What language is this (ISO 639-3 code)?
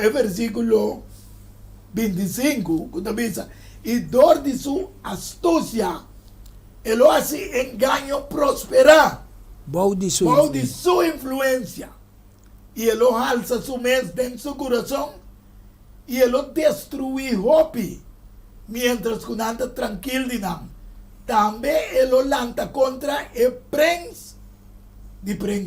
pap